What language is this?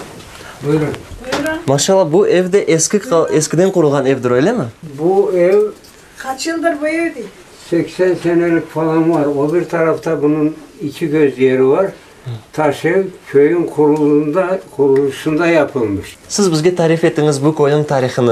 Crimean Tatar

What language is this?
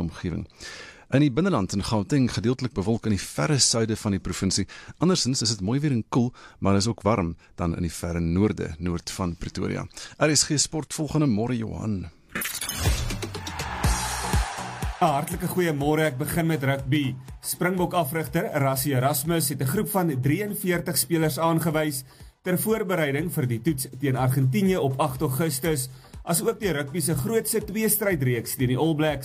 Afrikaans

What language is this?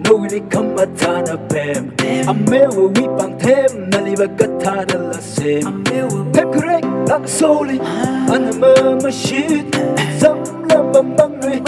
Tangkhul Naga (India)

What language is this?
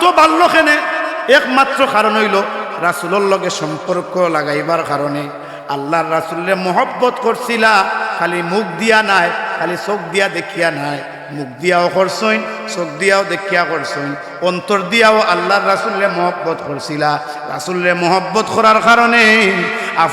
Sylheti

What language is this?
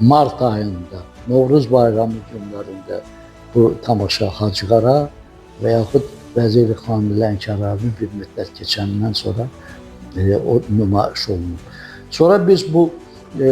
Azerbaijani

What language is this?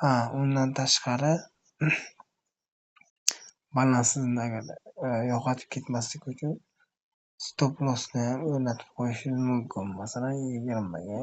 Uzbek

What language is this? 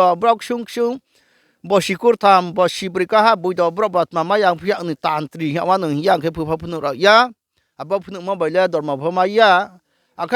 Riang (India)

